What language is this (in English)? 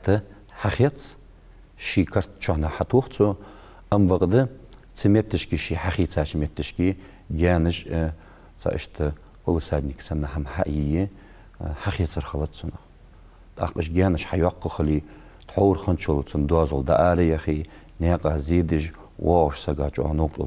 Ingush